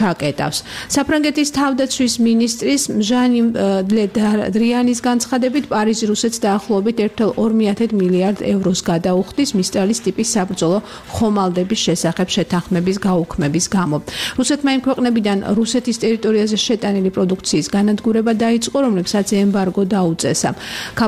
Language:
Georgian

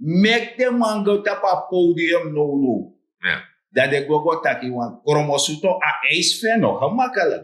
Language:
Sranan Tongo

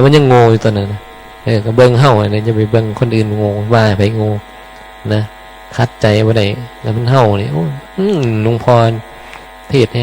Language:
Northeastern Thai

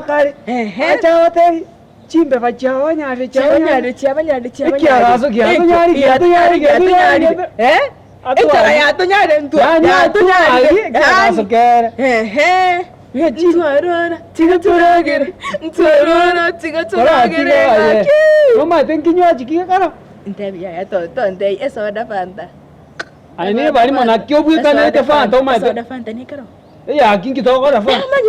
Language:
Gusii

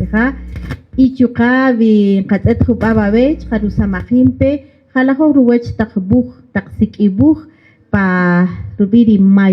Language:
Kaqchikel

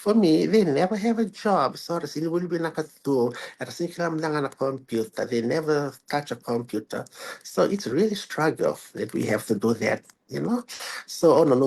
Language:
Fijian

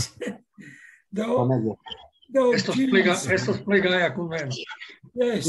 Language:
Esperanto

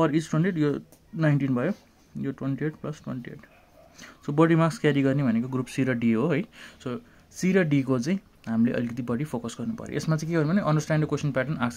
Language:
Nepali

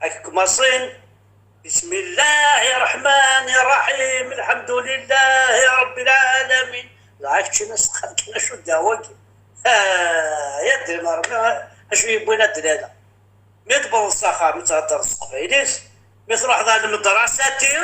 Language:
Kabyle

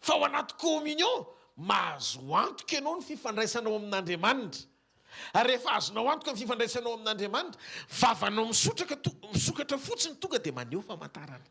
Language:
Malagasy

